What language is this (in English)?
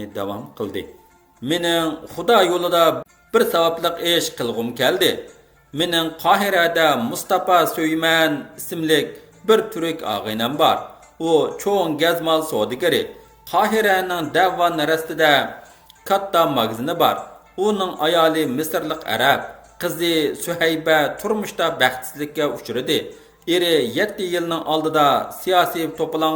Uyghur